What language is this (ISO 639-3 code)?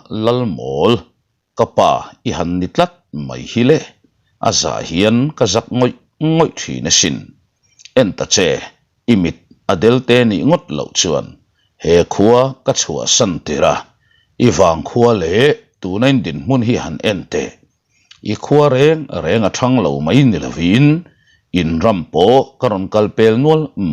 lus